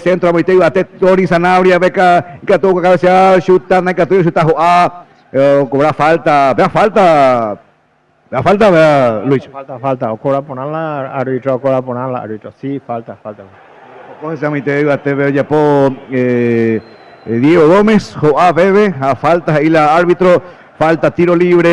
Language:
Guarani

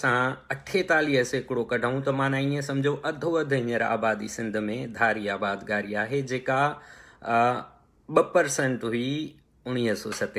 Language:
Sindhi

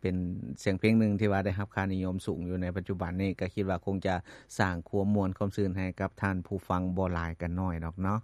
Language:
Lao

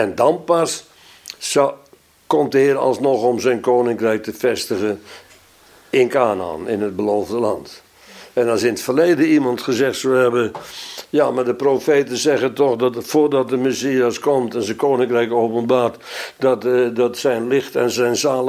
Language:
Dutch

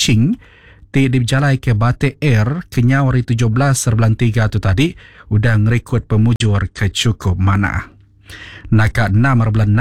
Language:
Iban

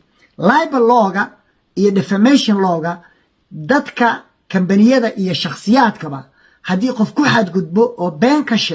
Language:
Somali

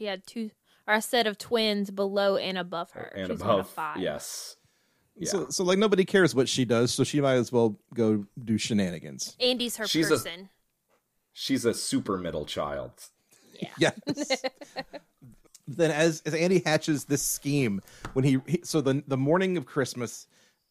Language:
English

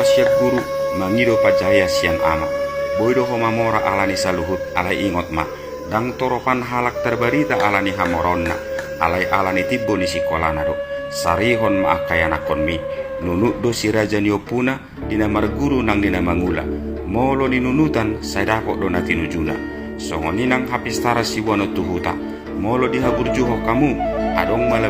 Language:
Batak Toba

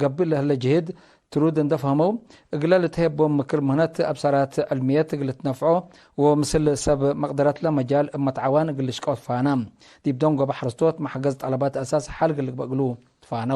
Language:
Tigre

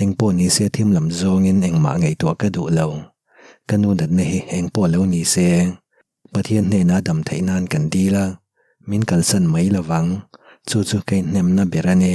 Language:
Mizo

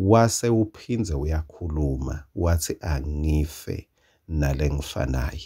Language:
Swati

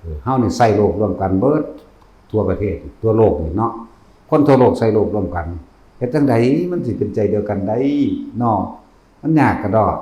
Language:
Northeastern Thai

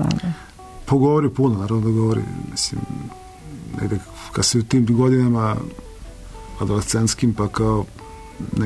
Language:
Serbian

